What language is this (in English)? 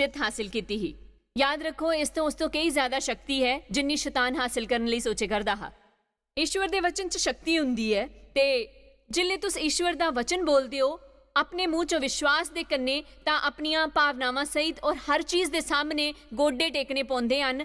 Dogri